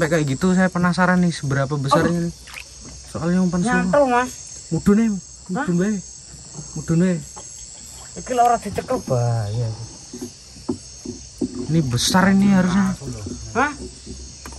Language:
Indonesian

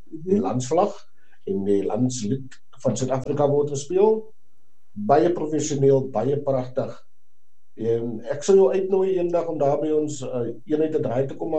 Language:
Afrikaans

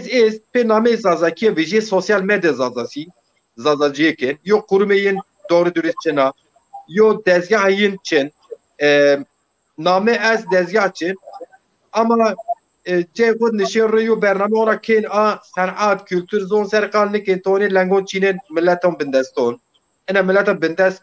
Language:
Zaza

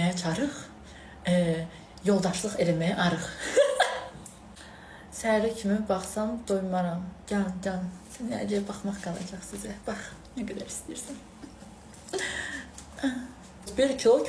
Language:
Azerbaijani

